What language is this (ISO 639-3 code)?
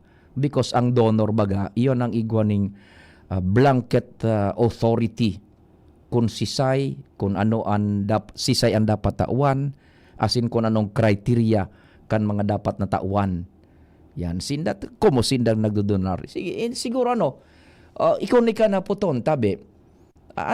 bik